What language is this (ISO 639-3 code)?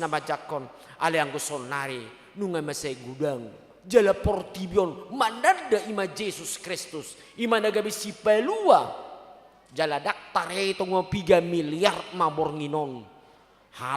bbc